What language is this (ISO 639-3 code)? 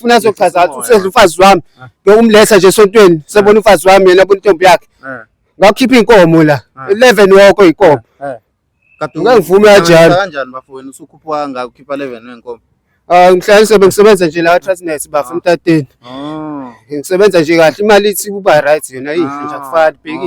zul